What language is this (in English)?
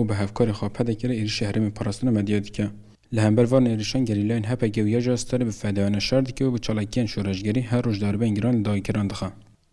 Kurdish